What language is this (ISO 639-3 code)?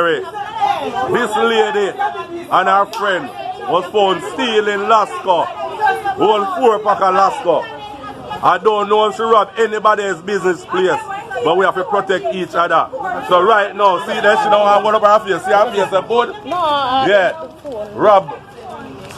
jam